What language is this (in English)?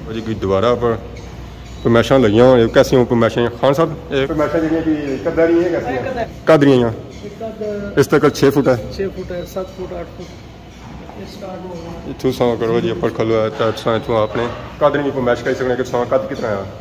Pahari-Potwari